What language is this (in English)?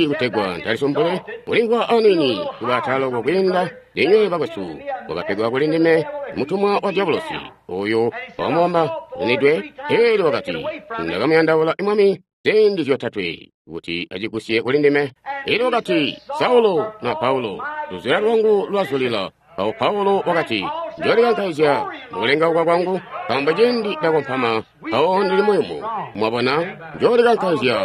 Tonga (Zambia)